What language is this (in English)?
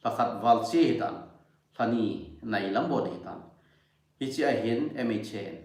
Thado Chin